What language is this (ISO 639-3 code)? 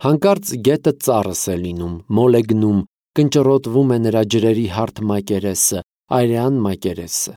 hye